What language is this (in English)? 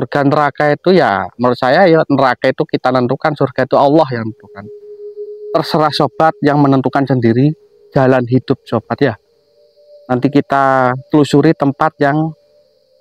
Indonesian